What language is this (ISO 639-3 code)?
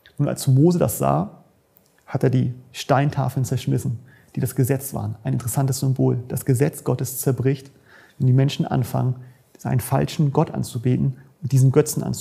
deu